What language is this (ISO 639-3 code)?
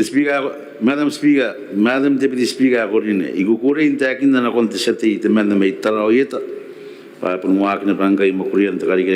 gil